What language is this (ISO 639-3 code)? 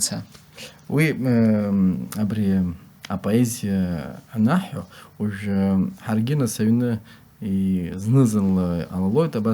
abk